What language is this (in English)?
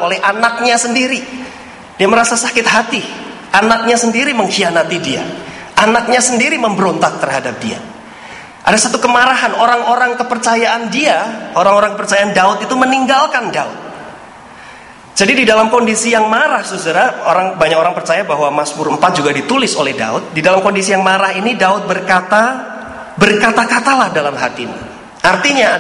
Indonesian